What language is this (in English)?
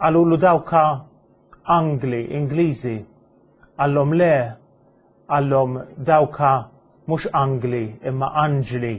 Maltese